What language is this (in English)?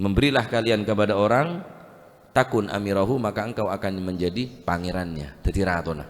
Madurese